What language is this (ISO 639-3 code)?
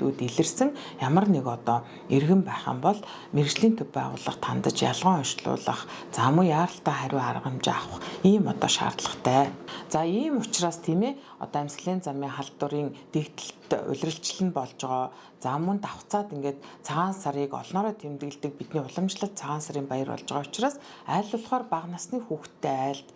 mon